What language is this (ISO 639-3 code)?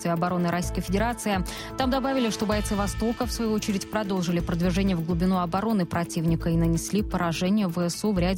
rus